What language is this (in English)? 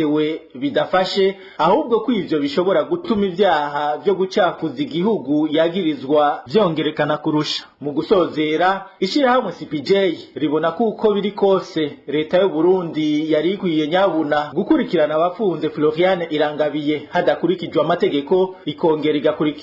Rundi